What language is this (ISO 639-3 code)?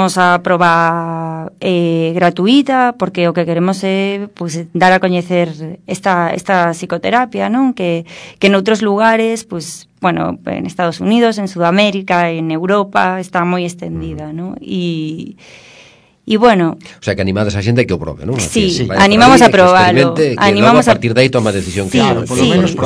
glg